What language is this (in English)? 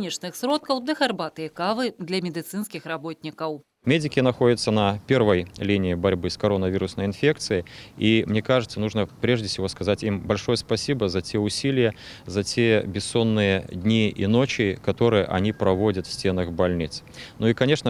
Belarusian